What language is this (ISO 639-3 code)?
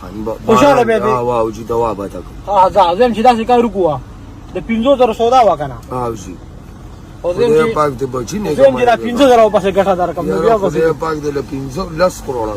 pus